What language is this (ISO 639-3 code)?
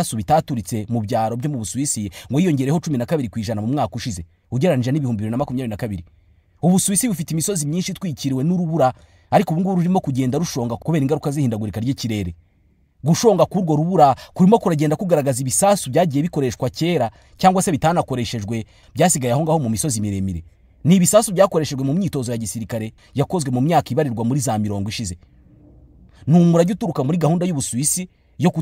kin